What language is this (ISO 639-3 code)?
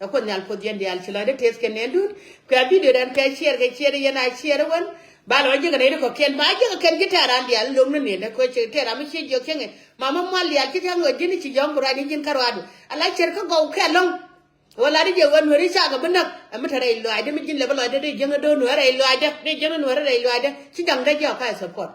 nus